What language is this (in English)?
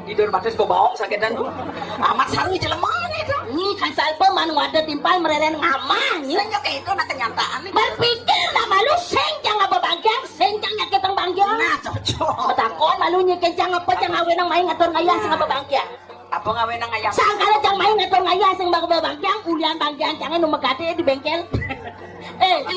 Balinese